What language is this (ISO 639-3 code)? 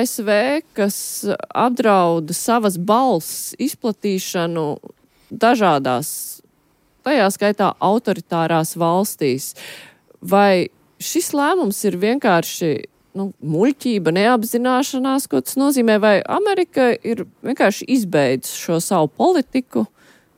lav